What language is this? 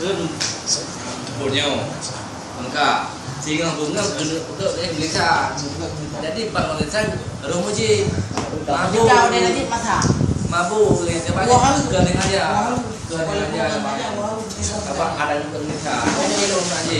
Achinese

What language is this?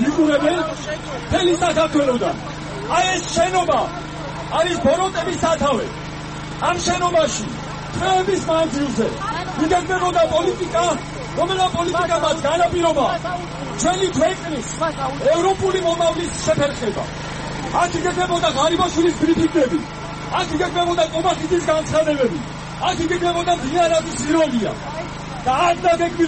Georgian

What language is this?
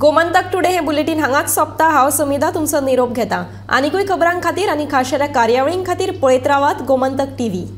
Konkani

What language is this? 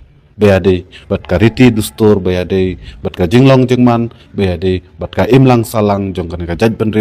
Khasi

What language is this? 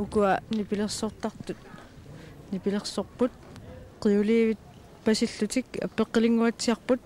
Kalaallisut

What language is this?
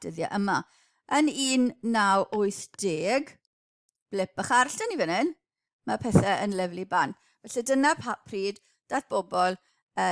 Welsh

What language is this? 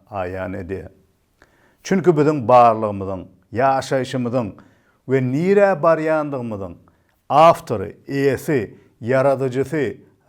Turkmen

